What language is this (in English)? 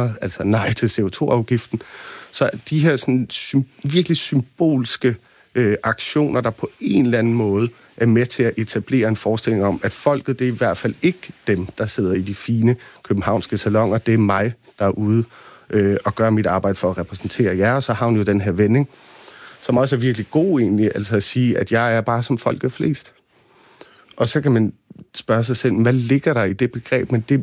Danish